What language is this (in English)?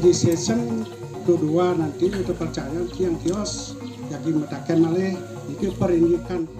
Balinese